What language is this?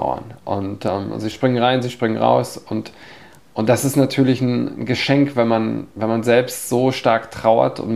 German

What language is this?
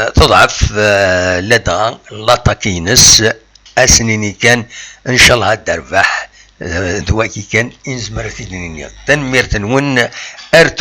Kabyle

